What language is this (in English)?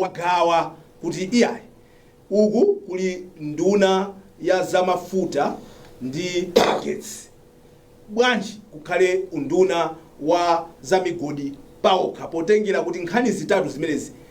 Nyanja